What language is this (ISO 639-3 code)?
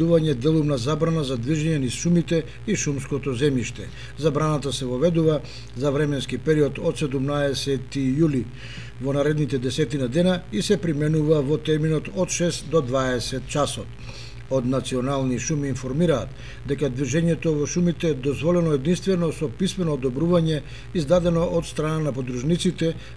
mkd